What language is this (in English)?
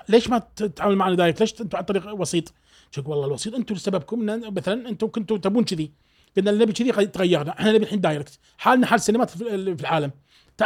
Gulf Arabic